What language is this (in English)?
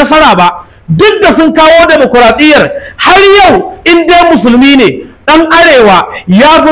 Hausa